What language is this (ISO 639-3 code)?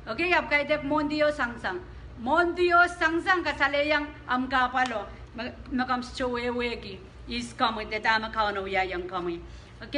pon